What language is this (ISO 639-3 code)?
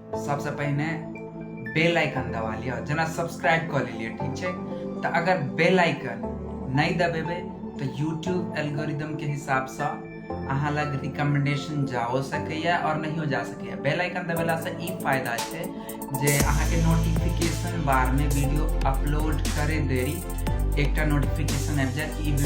mai